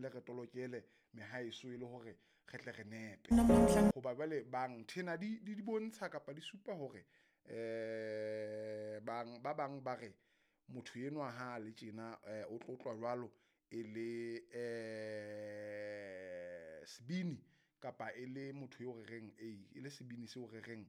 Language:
Southern Sotho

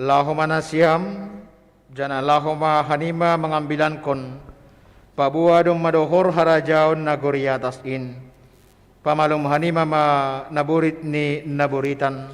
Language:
Batak Simalungun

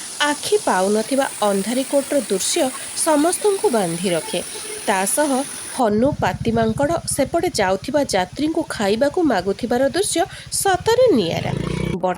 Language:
Odia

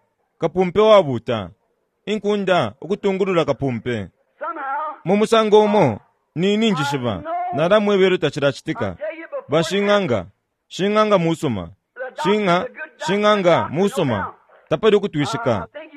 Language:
Bemba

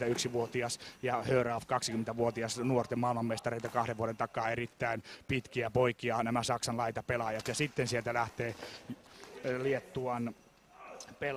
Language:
Finnish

